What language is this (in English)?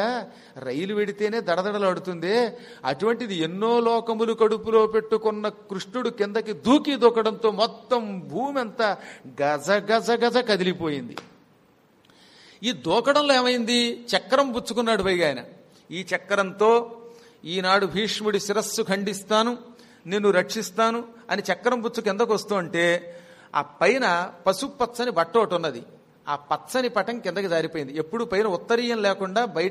Telugu